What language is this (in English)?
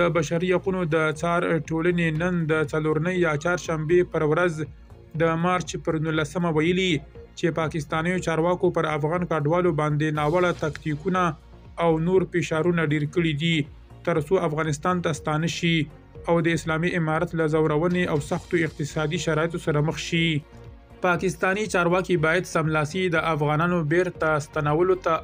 Pashto